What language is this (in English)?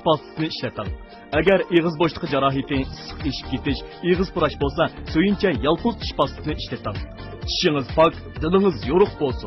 Uyghur